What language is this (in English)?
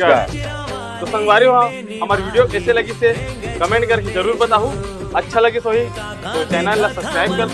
Chhattisgarhi